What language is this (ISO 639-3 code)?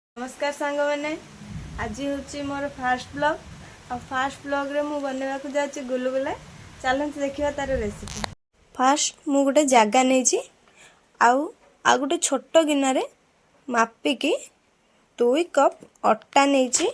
ori